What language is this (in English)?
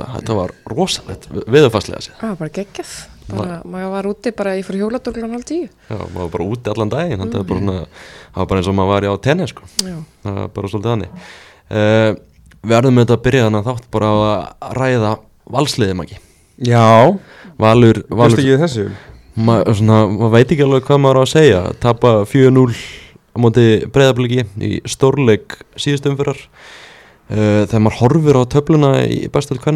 Icelandic